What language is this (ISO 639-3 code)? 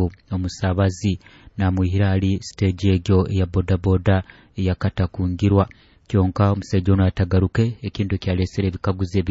nyo